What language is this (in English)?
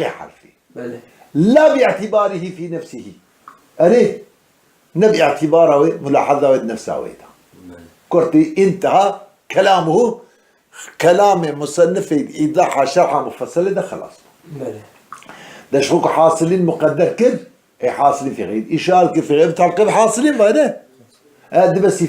Kurdish